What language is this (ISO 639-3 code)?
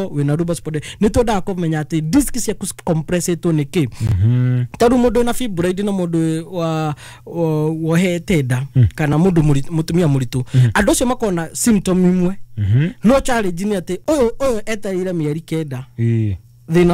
kik